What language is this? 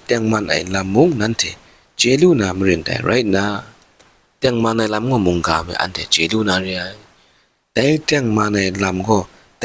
Kachin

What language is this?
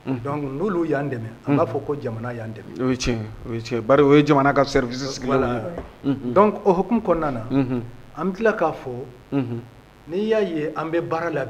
Bambara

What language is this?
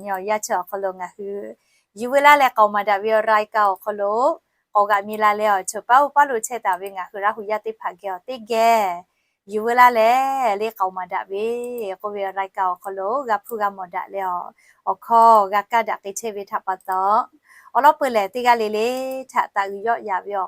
Lahu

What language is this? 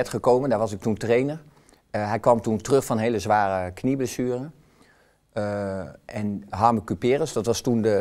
Dutch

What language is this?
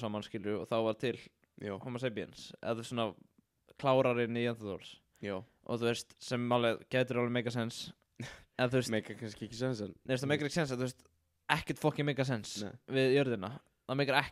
Icelandic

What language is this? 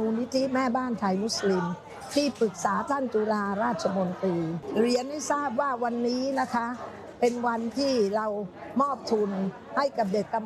Thai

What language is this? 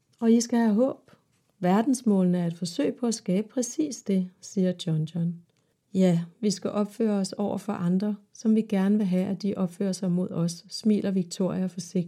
Danish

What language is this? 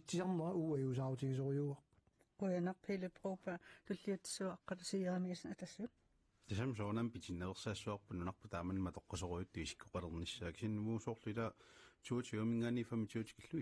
Kalaallisut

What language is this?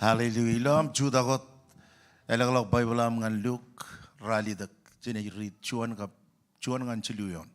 Marshallese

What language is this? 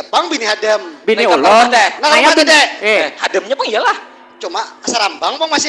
Banjar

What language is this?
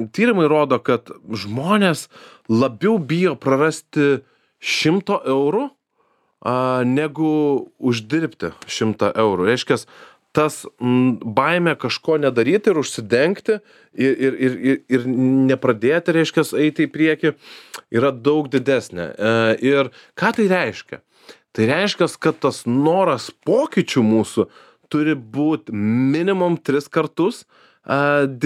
Lithuanian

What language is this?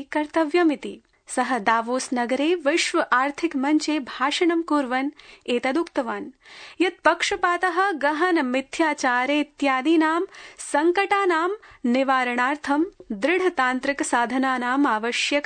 Sanskrit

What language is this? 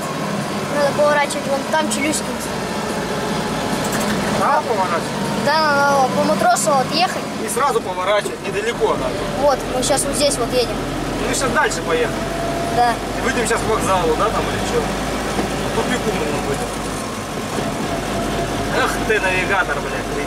Russian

